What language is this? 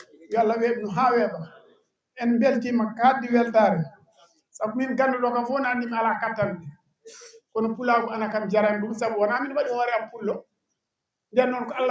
Fula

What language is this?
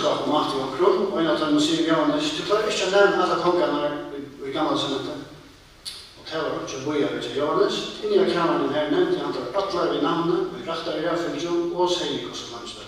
Faroese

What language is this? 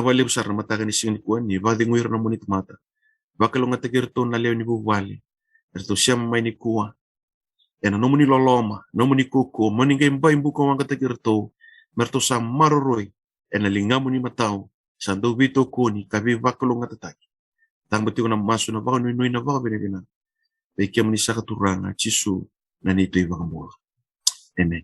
Fijian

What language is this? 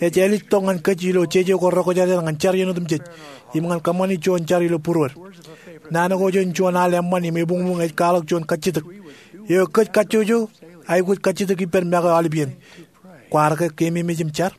Marshallese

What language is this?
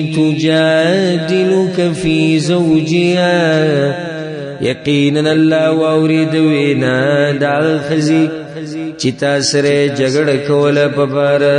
Pashto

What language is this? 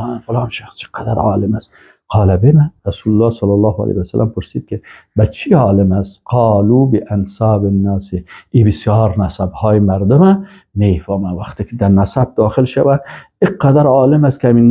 Persian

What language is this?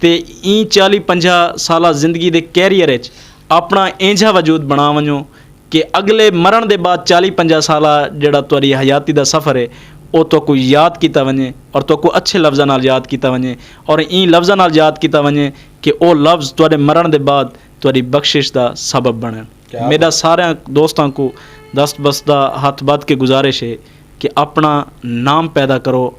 Saraiki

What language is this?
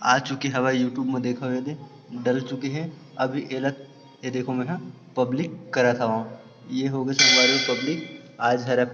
Chhattisgarhi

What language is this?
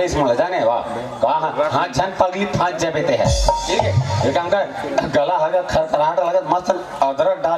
Chhattisgarhi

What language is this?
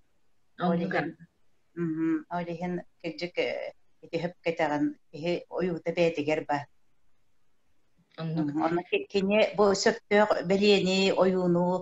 Yakut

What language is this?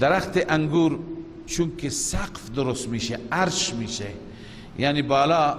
Persian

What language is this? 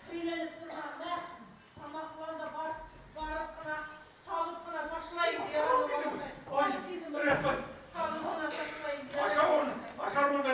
Bashkir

